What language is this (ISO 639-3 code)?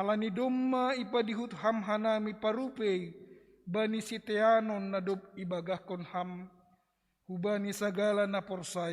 bts